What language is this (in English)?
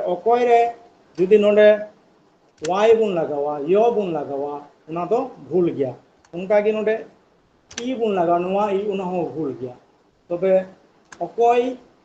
Santali